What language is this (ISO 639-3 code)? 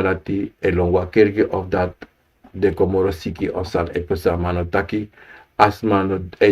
srn